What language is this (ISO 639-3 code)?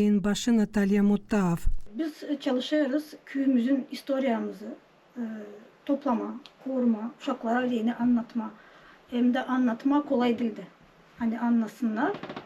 gag